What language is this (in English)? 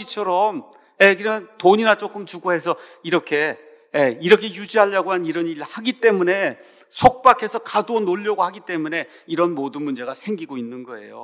Korean